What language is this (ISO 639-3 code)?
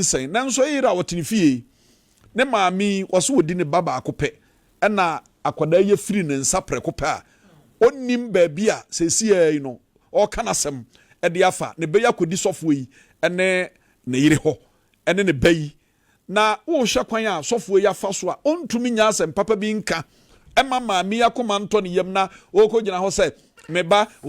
aka